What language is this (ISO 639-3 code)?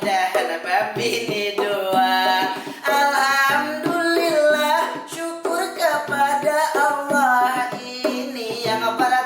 bjn